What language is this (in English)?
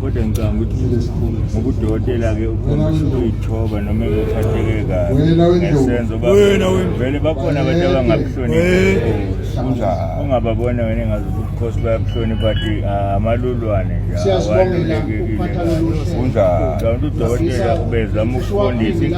Zulu